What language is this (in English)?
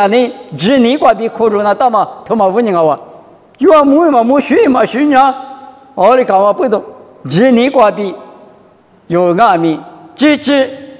Lisu